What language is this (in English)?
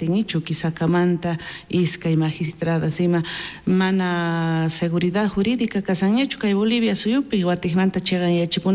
South Bolivian Quechua